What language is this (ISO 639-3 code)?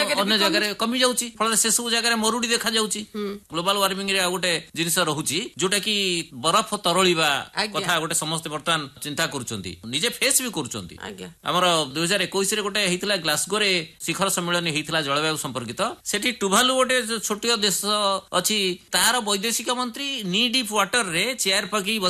ori